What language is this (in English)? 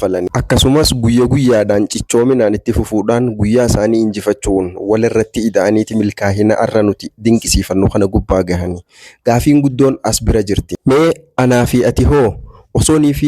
Oromo